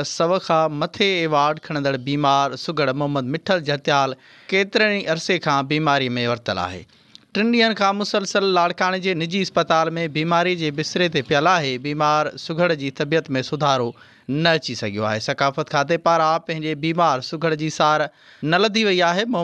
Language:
Sindhi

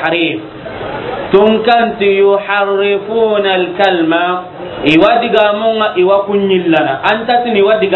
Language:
Soninke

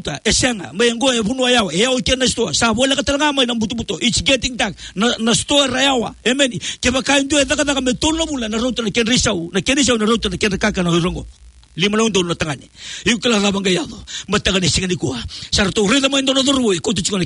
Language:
Fijian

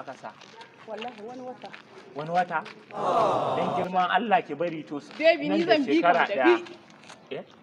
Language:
Hausa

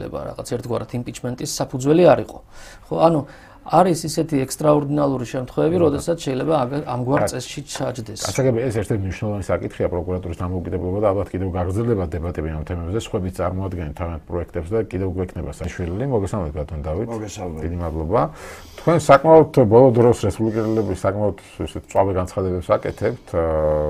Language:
Georgian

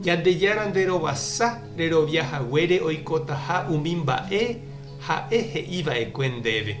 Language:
Guarani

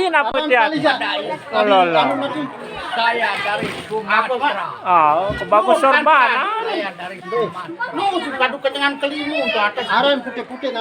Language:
Sasak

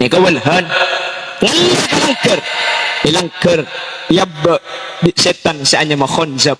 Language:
Madurese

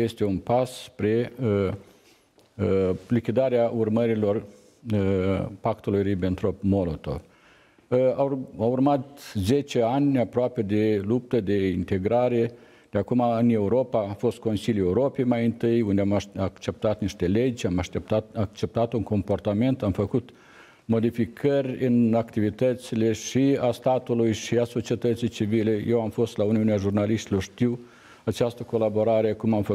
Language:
Romanian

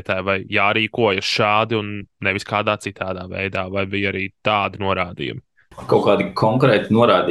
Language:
Latvian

